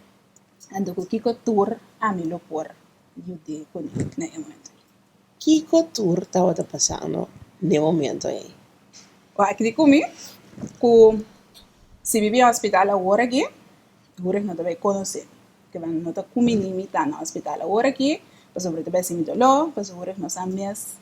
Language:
Papiamento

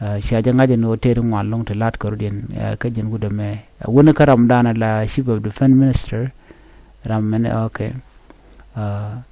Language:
Nuer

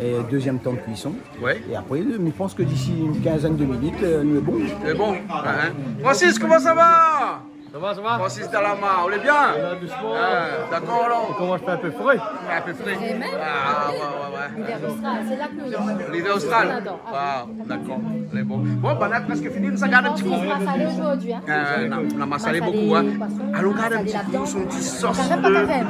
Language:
Réunion Creole French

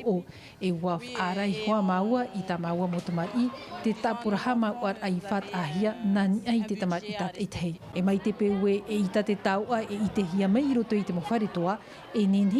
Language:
Tahitian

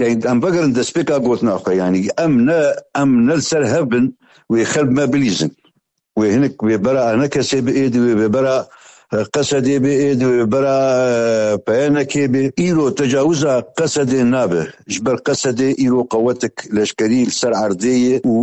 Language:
Kurdish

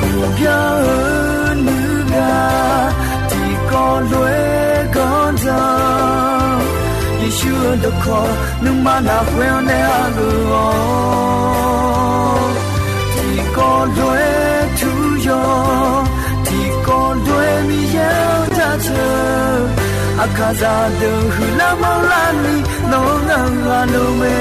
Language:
Akha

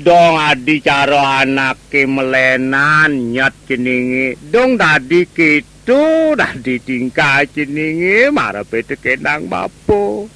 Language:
Balinese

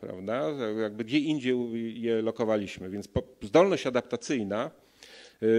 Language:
Polish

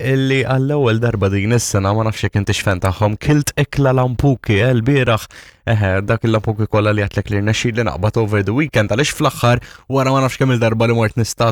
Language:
Maltese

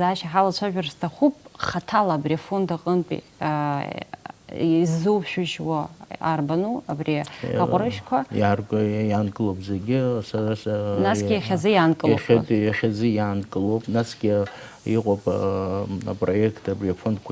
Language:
Abkhazian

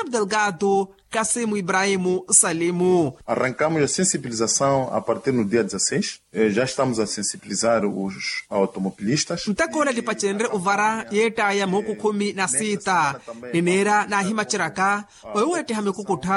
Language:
Makhuwa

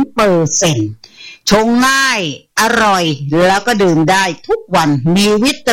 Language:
Thai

